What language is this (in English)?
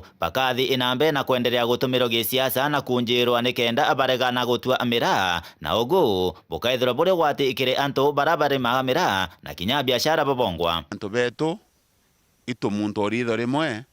Meru